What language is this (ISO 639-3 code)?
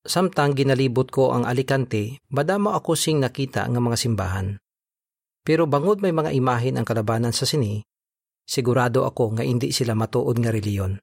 hil